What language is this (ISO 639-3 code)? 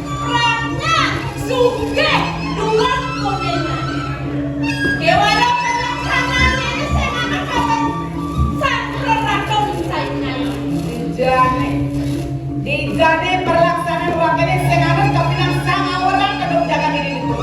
ban